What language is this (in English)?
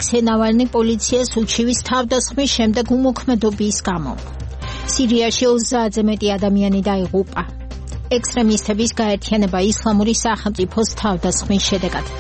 Georgian